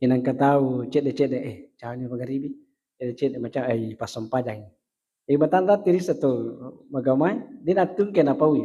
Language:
Buginese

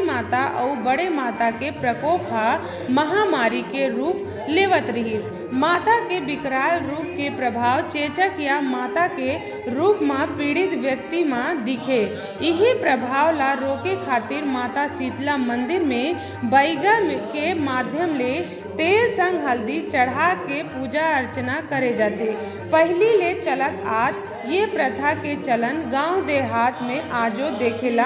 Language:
Chhattisgarhi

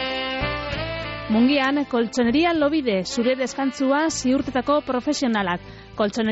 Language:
Basque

